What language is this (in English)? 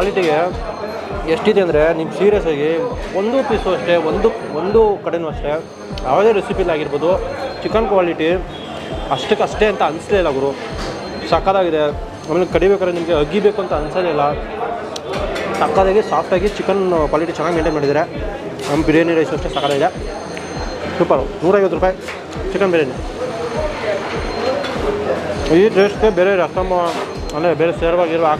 Kannada